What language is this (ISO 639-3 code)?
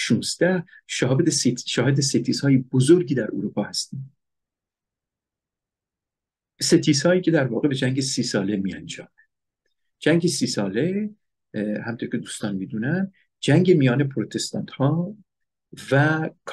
fas